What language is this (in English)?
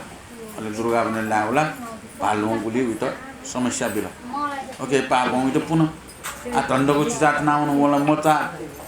Newari